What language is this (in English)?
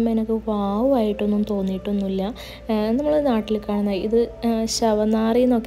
Malayalam